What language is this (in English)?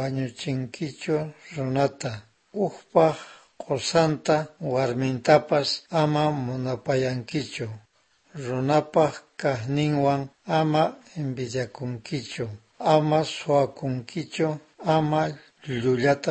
South Bolivian Quechua